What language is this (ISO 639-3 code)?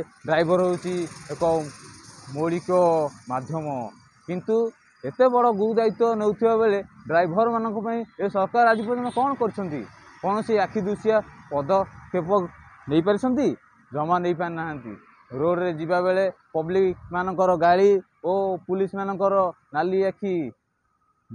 ori